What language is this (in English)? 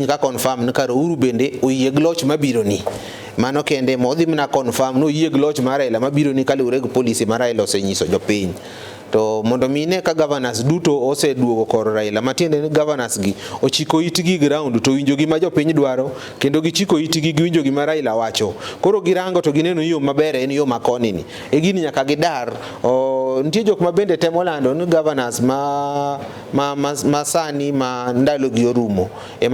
Luo (Kenya and Tanzania)